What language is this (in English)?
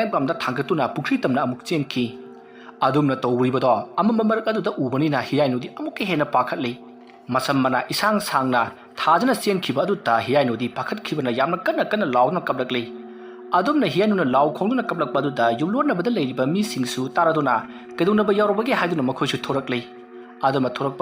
Manipuri